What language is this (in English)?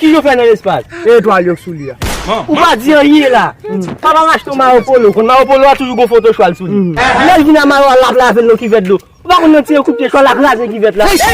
Haitian Creole